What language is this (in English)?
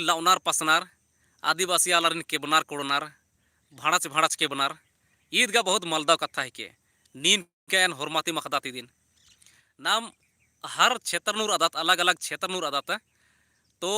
Kurukh